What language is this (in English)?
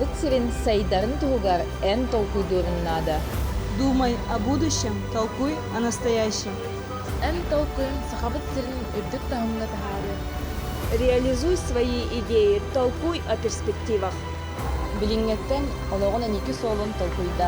Yakut